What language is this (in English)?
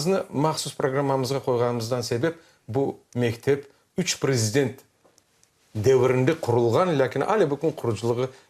Crimean Tatar